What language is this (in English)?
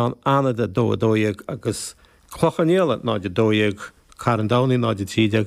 Irish